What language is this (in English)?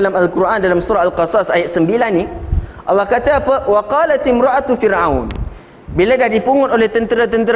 Malay